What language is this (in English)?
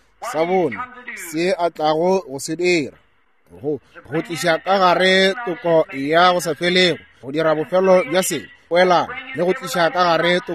Northern Sotho